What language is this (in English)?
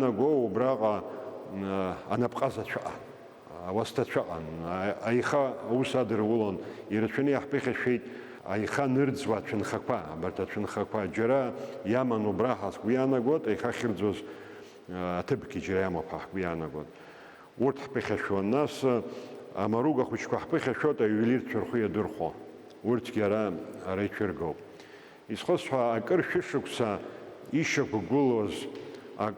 Abkhazian